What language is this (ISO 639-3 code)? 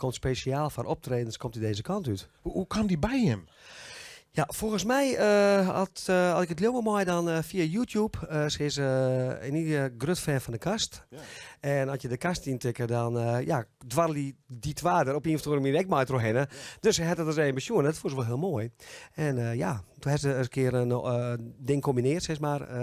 fry